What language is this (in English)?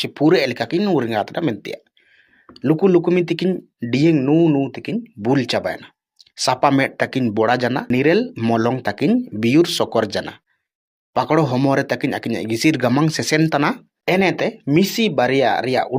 Ho